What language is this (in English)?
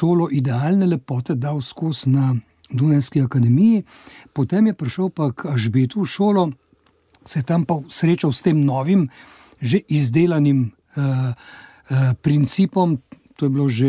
Slovenian